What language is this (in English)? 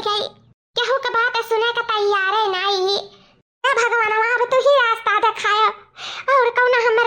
Awadhi